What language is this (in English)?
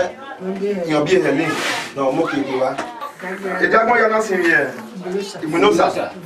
Bini